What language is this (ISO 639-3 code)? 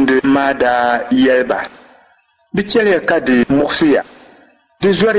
dag